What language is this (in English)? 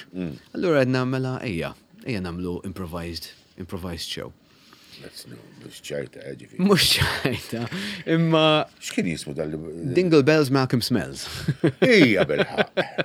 Maltese